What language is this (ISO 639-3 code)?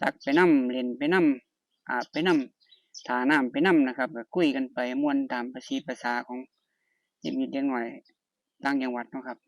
tts